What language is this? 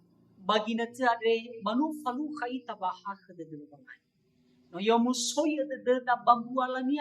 Nias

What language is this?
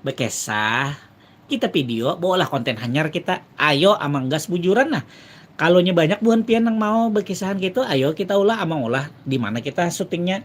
Banjar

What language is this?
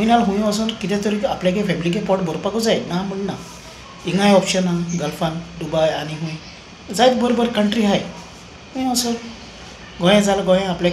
Konkani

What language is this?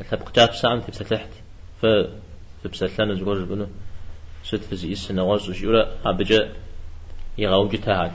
Kabardian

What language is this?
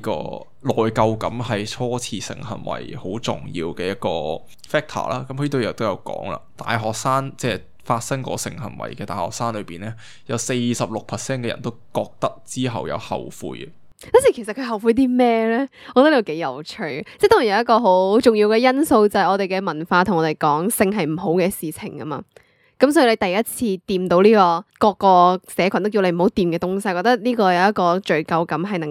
Cantonese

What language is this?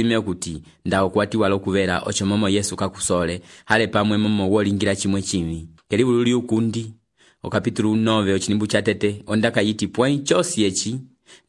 Umbundu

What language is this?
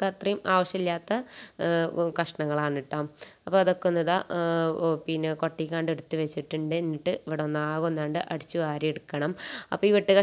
Malayalam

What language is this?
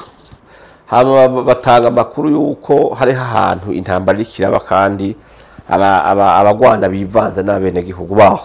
Rundi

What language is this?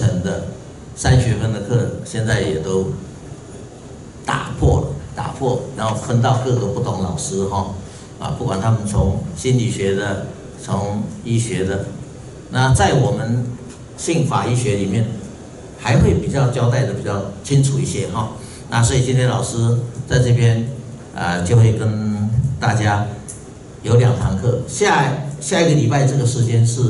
Chinese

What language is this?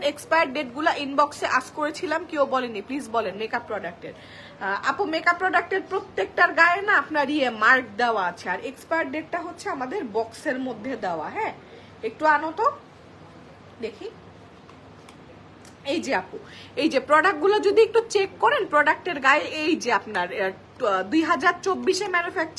Bangla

